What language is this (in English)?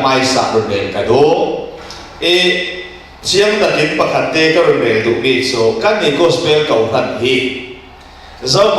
Falam Chin